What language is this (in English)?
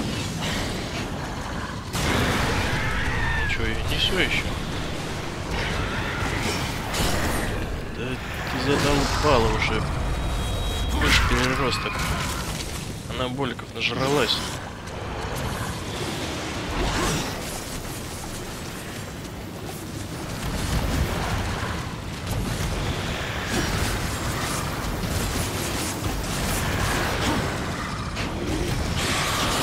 Russian